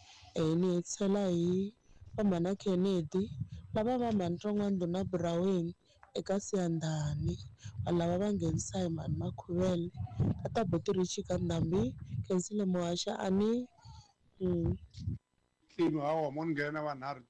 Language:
Tsonga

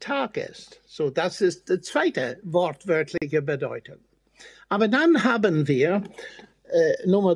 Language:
German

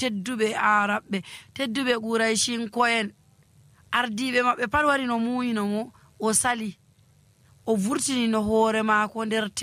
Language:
Nigerian Fulfulde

